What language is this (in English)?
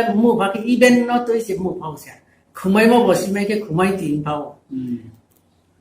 Riang (India)